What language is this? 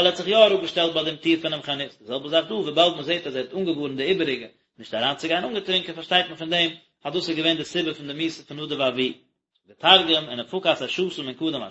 Yiddish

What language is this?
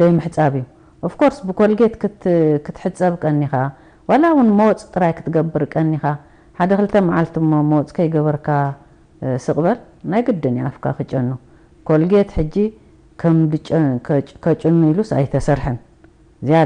Tigrinya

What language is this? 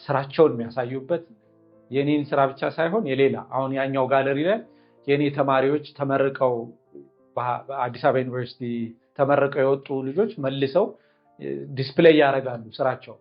Amharic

